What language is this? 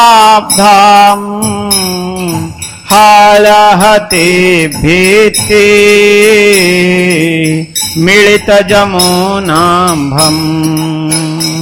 Hindi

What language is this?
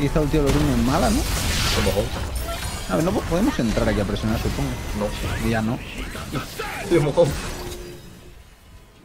Spanish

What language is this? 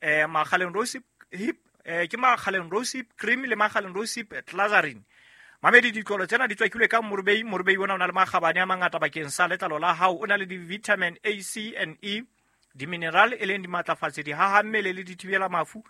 Southern Sotho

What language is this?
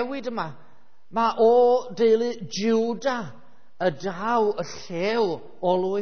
Welsh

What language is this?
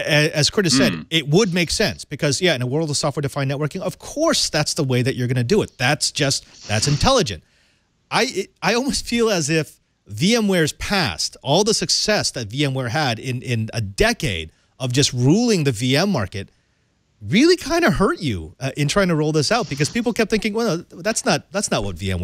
English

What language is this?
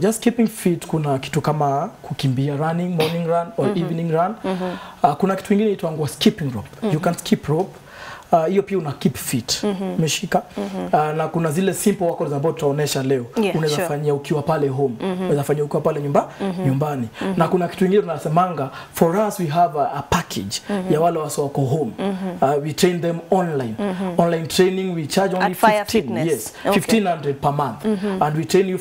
Swahili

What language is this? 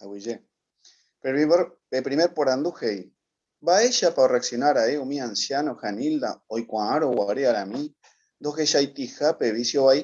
Guarani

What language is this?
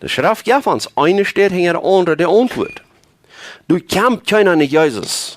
Plautdietsch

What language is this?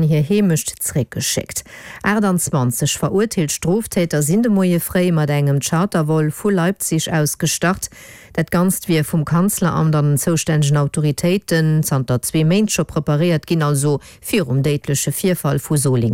Luxembourgish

